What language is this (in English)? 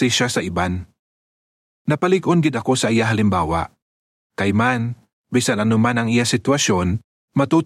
Hiligaynon